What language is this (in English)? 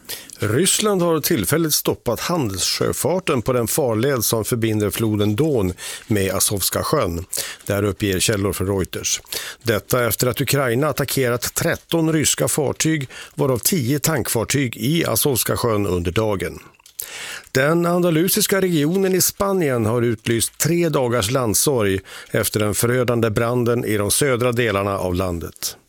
Swedish